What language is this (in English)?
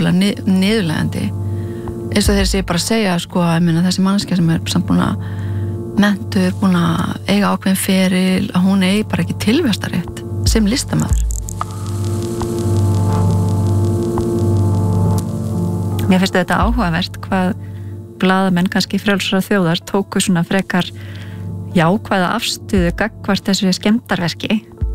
Icelandic